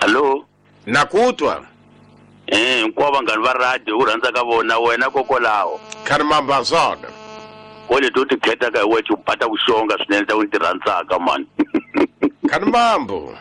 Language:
Tsonga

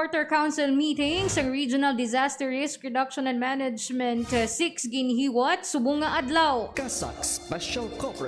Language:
Hiligaynon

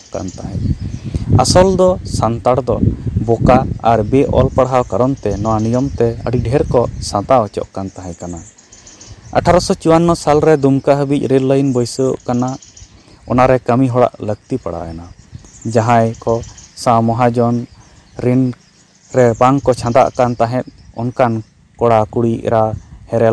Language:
Santali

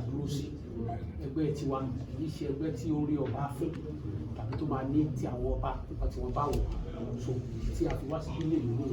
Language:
Yoruba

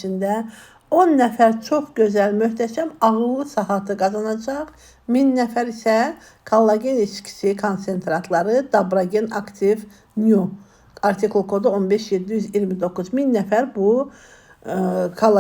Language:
Azerbaijani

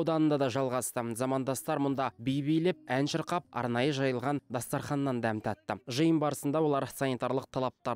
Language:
Kazakh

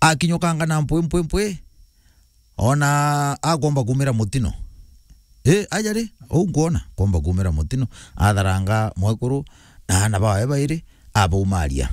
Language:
Meru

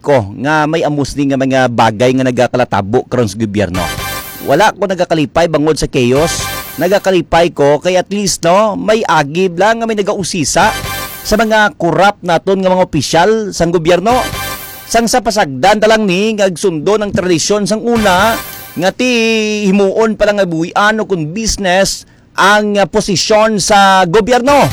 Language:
Hiligaynon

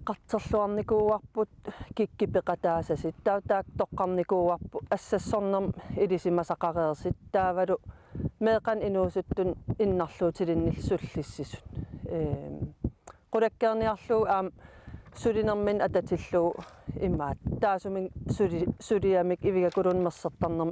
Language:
Kalaallisut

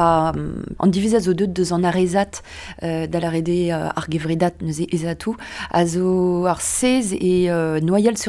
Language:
Breton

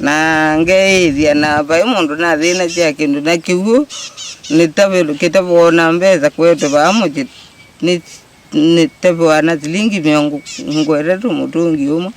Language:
Kamba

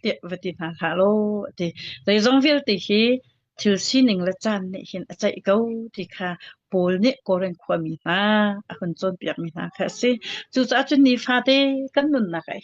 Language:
Hakha Chin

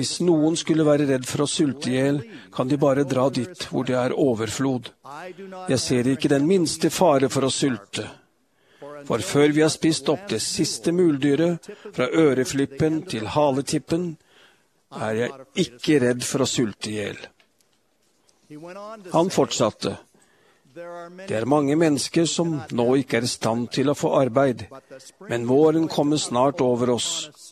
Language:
Norwegian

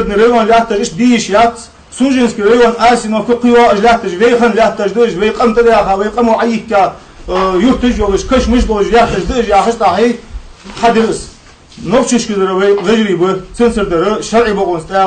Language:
Ingush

